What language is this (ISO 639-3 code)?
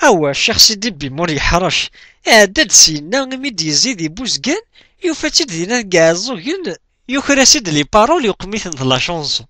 kab